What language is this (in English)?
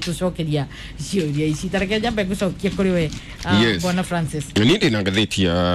Kikuyu